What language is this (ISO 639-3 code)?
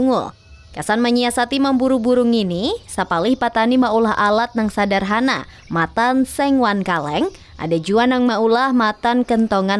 bjn